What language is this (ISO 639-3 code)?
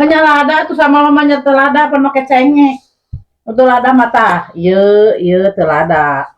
sun